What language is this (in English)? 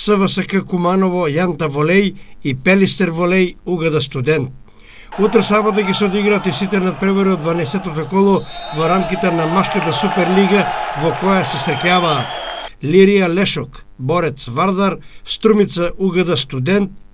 Macedonian